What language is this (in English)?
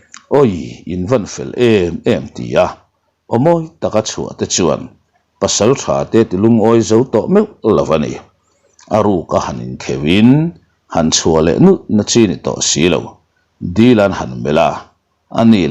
Mizo